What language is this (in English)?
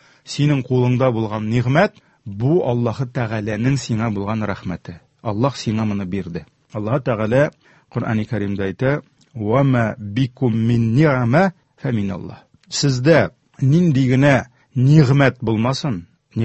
Tatar